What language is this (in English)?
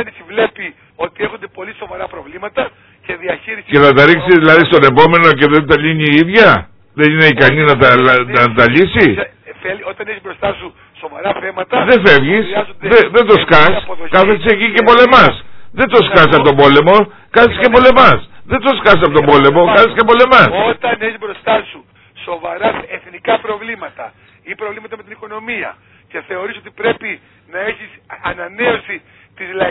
Greek